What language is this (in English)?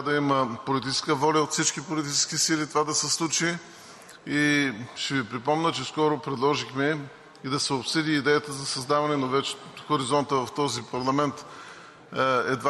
Bulgarian